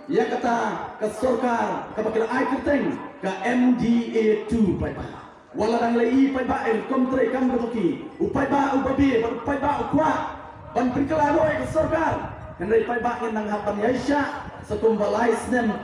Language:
Khasi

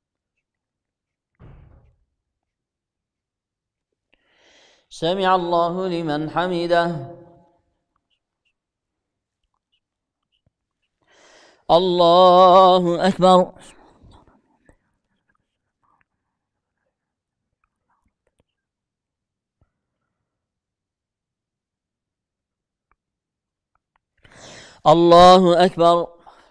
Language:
Arabic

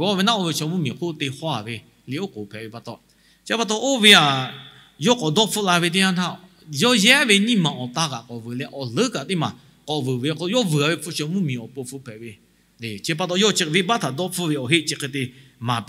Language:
Lahu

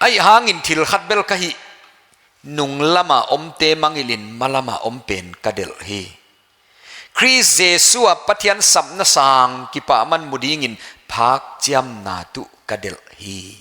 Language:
Paite Chin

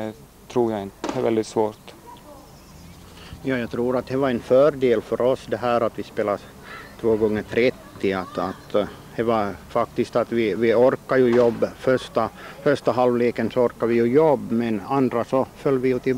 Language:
Swedish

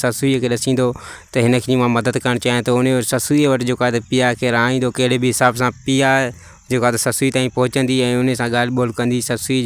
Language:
Sindhi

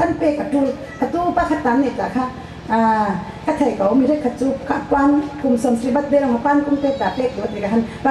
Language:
Falam Chin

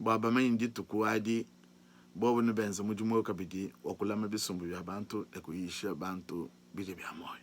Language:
Luba-Lulua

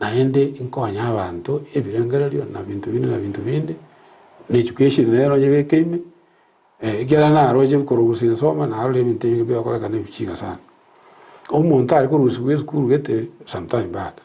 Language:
Gusii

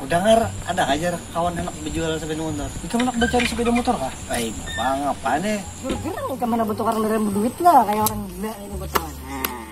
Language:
Banjar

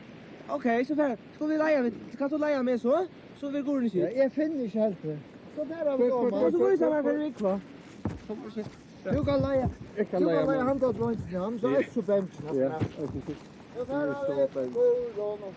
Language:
Faroese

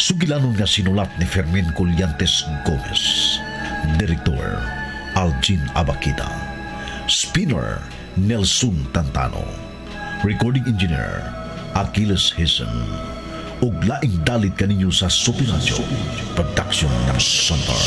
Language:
Cebuano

